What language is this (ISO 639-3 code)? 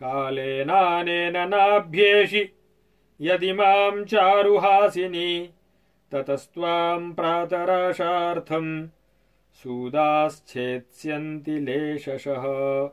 san